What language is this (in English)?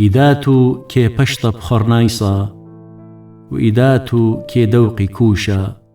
Assyrian Neo-Aramaic